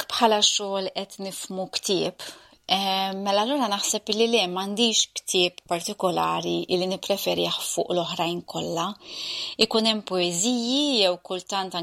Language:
Maltese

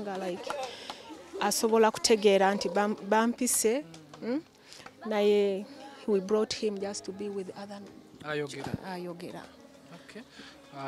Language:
Ganda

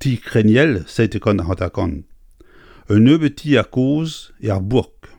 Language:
Breton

